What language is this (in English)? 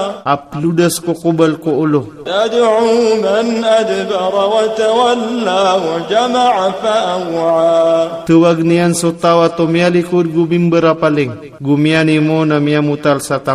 Maranao